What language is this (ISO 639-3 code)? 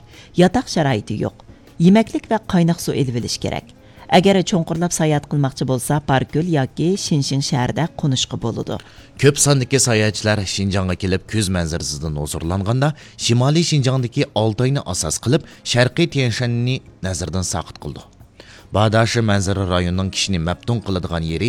uig